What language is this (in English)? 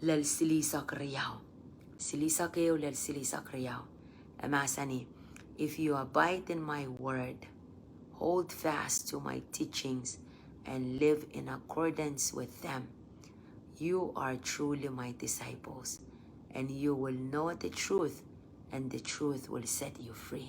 Pohnpeian